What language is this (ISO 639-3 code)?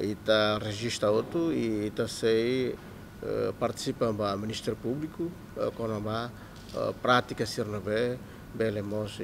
tet